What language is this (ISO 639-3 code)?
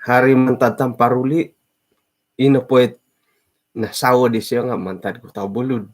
dtp